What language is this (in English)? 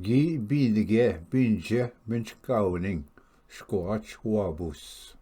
Ojibwa